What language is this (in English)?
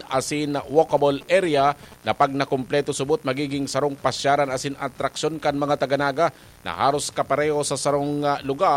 Bikol